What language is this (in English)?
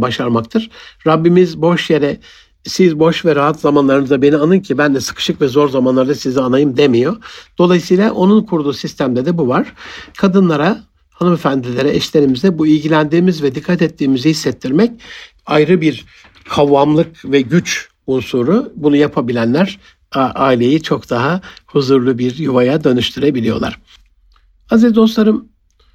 Turkish